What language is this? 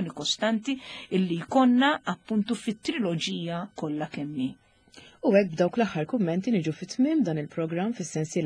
Maltese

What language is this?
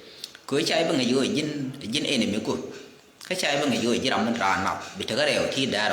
Nuer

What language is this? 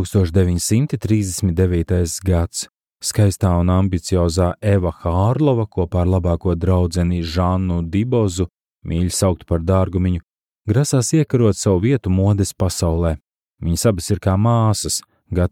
Latvian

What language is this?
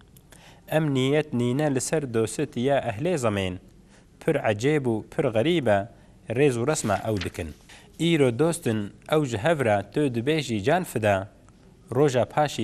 Kurdish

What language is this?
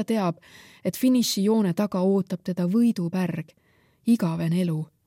Estonian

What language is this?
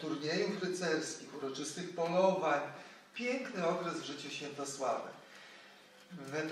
Polish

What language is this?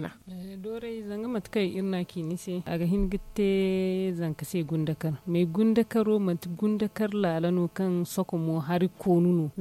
Zarma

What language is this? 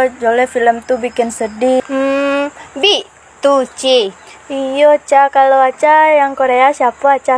Minangkabau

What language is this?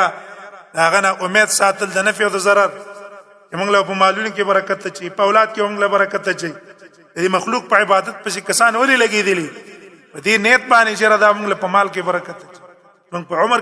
Pashto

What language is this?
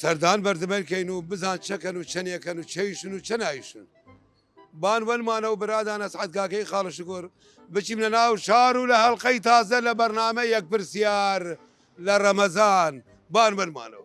Southern Kurdish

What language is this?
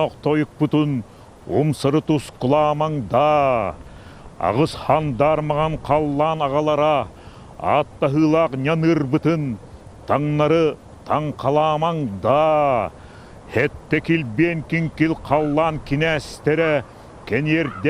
Yakut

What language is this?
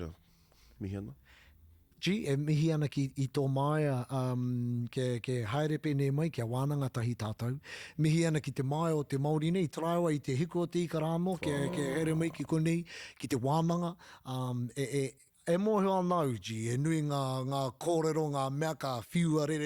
Māori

